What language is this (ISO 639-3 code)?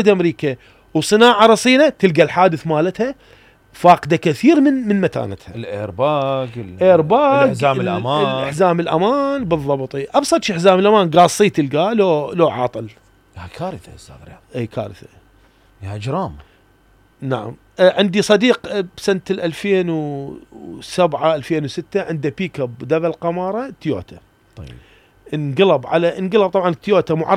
acm